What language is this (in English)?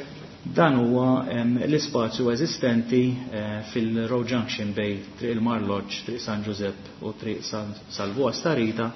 Maltese